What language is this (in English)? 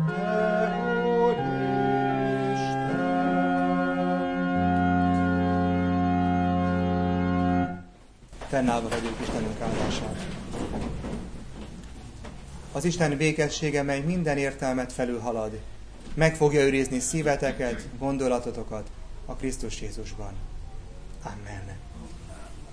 Hungarian